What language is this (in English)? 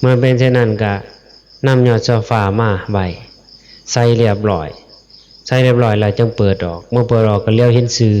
Northeastern Thai